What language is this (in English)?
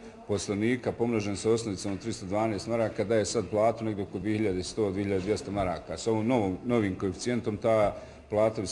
Bosnian